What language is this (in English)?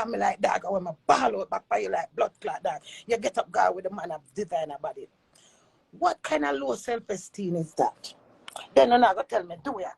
Jamaican Creole English